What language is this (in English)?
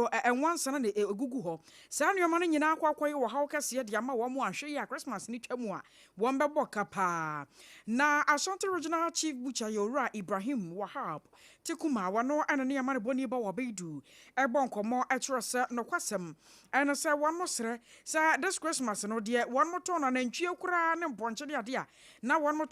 Akan